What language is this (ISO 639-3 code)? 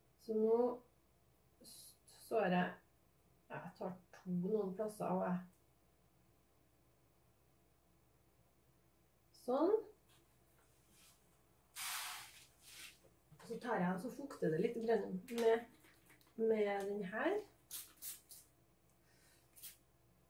nor